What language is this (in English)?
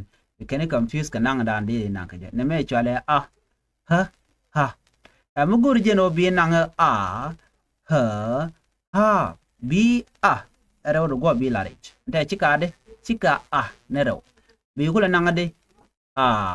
Nuer